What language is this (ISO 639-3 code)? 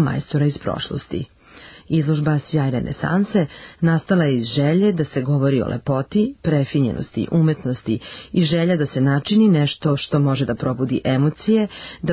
srp